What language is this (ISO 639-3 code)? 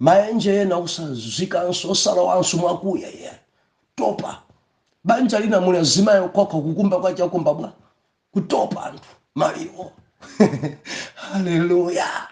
nya